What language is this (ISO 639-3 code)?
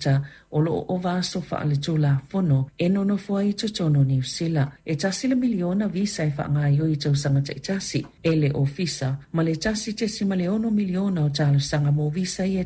smo